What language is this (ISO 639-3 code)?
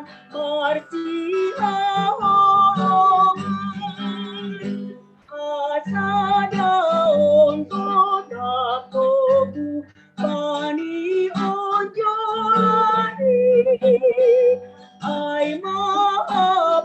bts